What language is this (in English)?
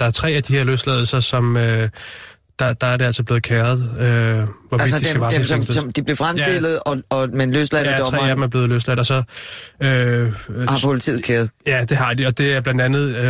Danish